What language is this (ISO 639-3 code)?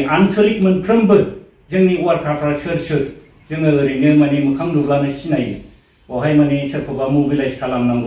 brx